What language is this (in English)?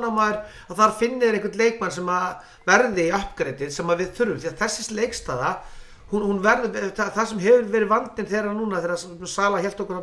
Icelandic